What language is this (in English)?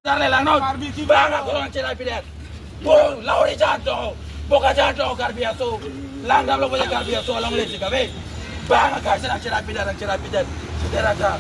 Karbi